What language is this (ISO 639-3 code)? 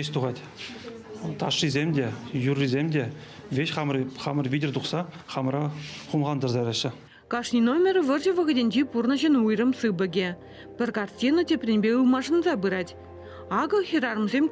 chv